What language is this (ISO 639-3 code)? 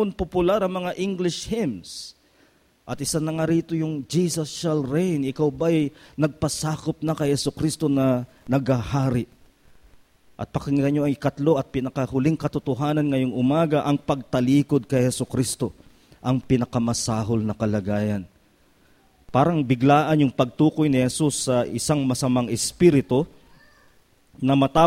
fil